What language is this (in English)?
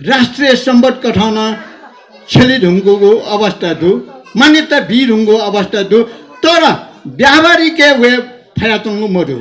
Newari